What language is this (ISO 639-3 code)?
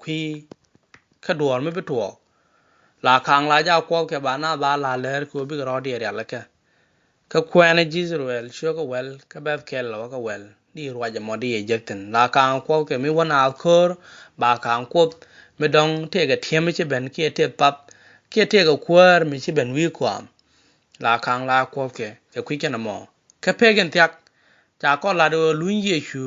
nus